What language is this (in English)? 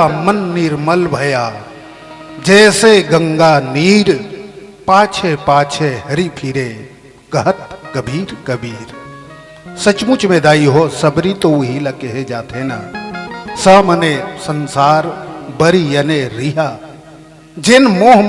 Chhattisgarhi